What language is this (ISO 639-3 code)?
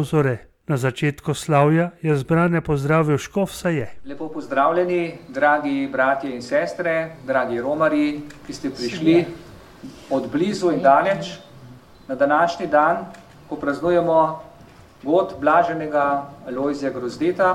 slv